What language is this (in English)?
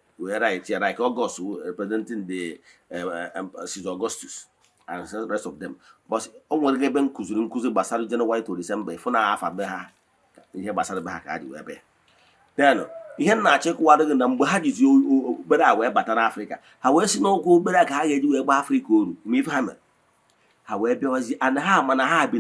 Igbo